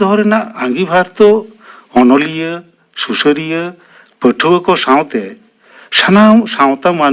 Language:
Santali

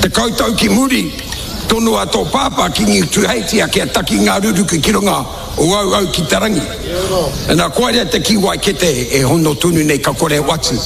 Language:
Māori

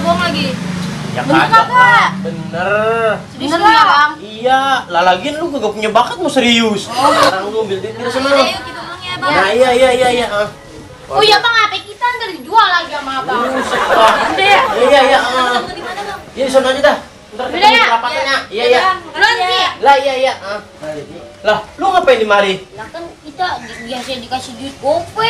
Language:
Betawi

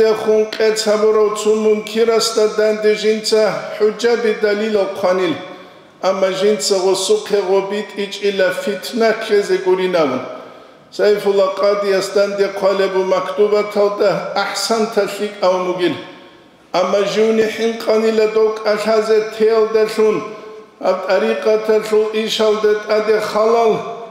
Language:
Avaric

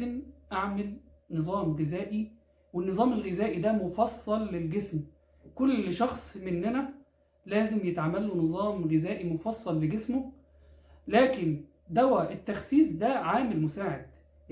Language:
Egyptian Arabic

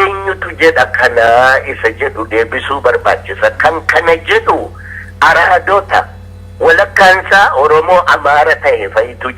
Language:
Oromo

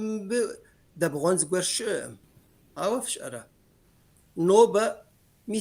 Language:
Kabardian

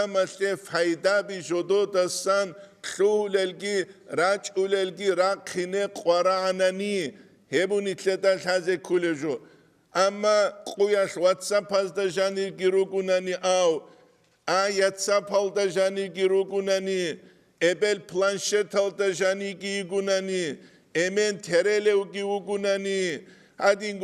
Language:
Avaric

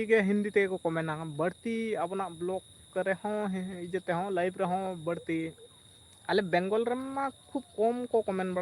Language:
Santali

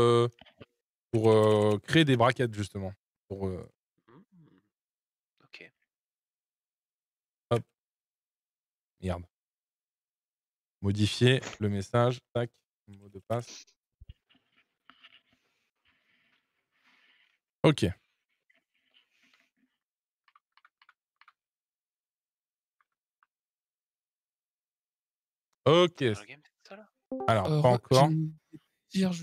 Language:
French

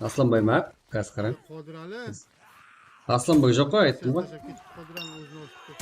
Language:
Kara-Kalpak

